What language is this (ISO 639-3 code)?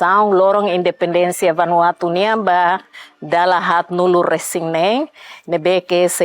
tet